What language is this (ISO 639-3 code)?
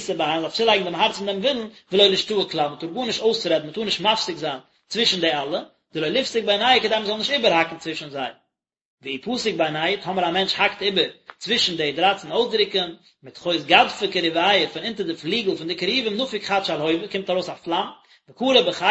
yid